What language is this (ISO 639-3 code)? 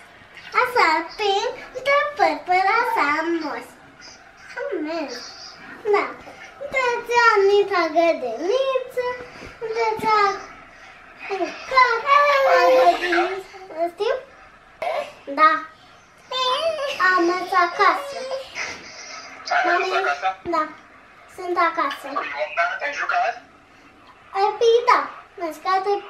ron